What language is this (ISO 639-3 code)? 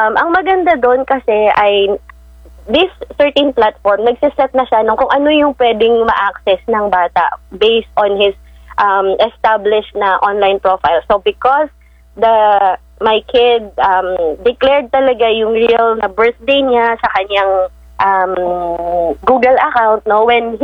fil